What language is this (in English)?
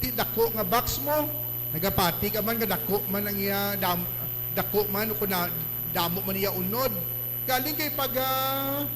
Hiligaynon